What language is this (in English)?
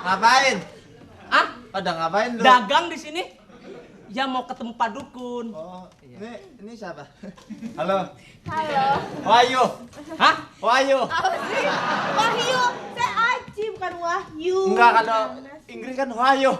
Betawi